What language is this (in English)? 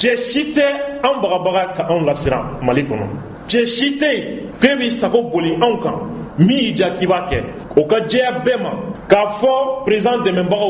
Bambara